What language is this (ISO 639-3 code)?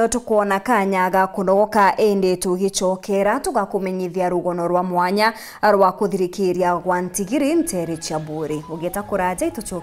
mer